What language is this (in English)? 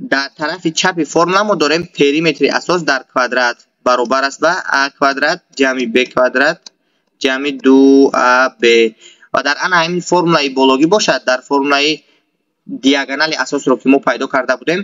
Tajik